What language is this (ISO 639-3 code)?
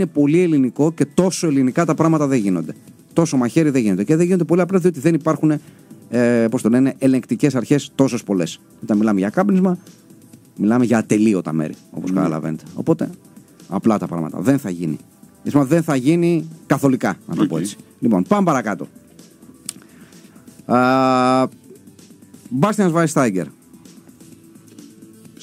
ell